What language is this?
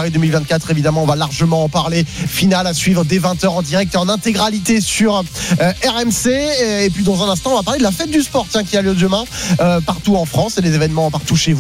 French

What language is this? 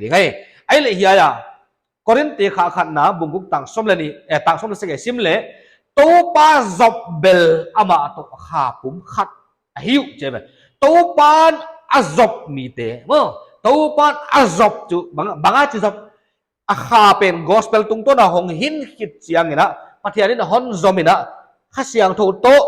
Paite Chin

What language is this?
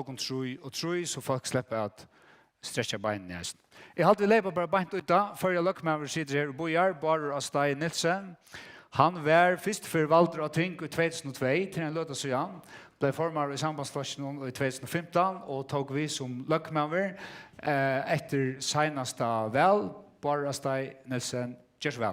Faroese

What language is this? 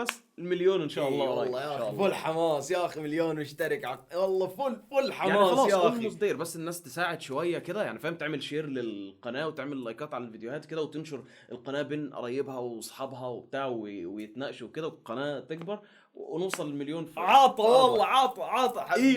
Egyptian Arabic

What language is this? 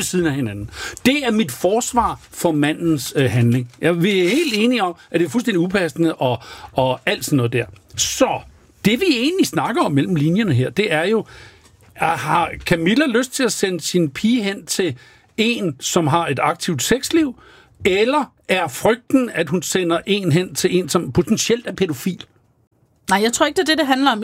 Danish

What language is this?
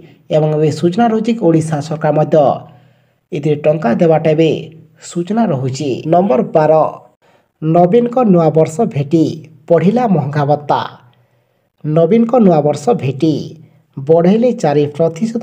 Odia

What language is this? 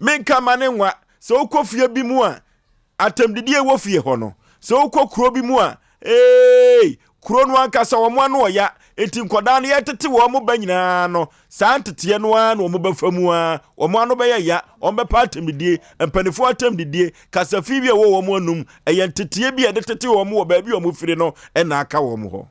Akan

